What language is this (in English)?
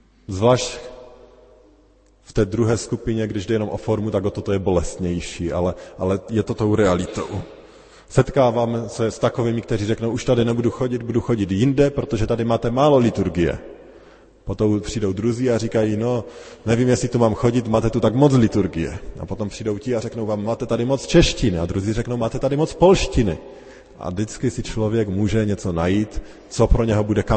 Czech